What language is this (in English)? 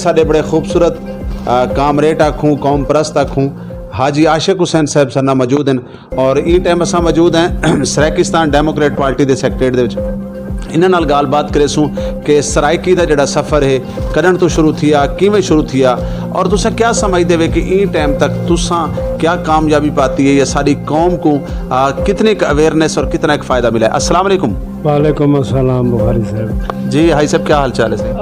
Saraiki